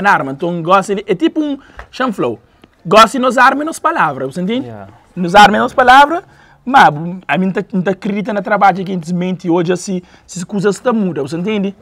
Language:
Kabuverdianu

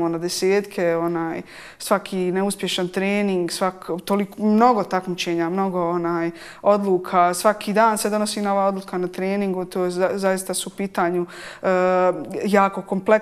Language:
Bosnian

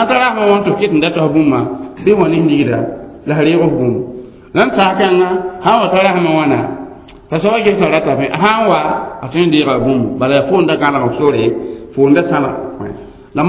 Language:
Mossi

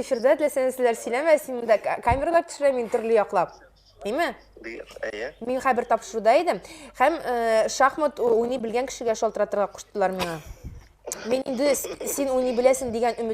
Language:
Tatar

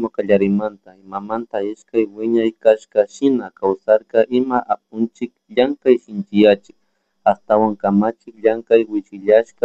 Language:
Chimborazo Highland Quichua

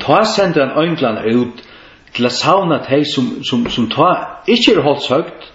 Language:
Faroese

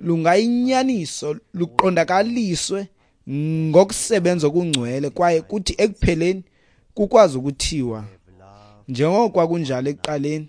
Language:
Xhosa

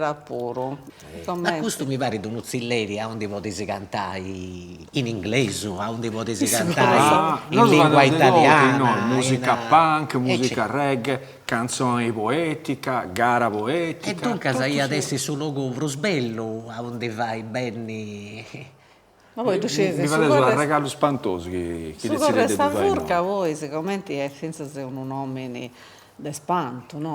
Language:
Sardinian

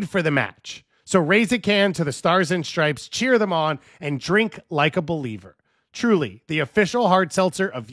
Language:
English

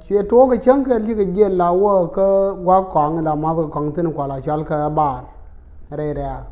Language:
Nuer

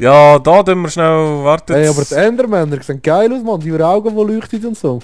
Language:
Swiss German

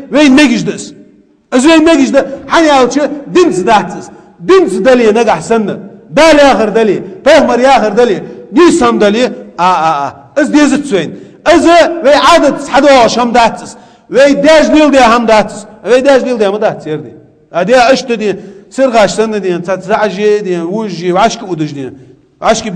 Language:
Ingush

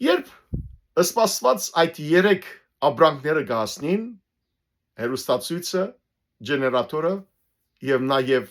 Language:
Western Armenian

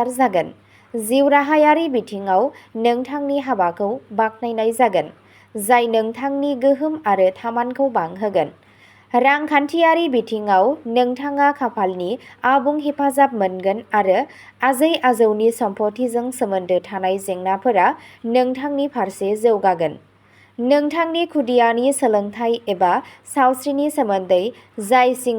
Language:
Bodo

